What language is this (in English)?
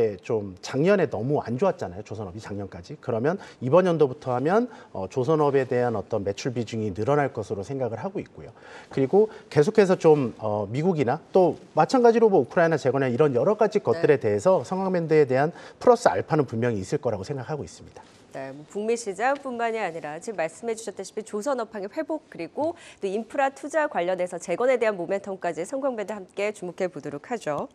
Korean